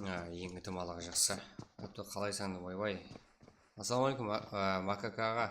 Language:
Kara-Kalpak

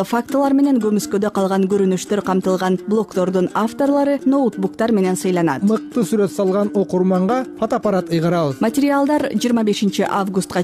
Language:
Kyrgyz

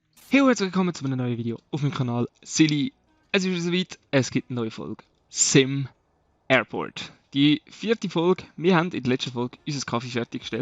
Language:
Swiss German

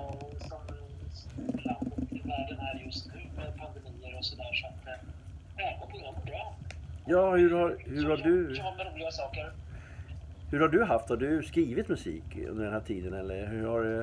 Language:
Swedish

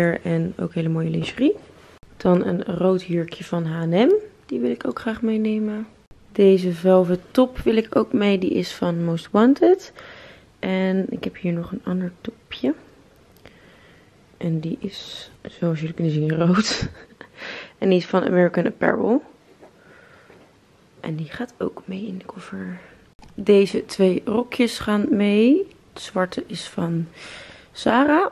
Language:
Dutch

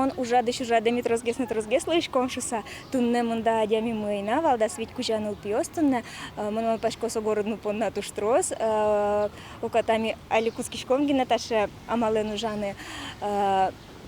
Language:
Udmurt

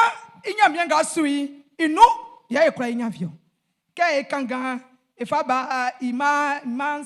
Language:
Baoulé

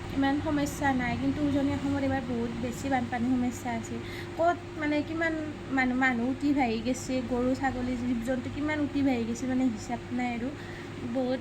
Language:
Assamese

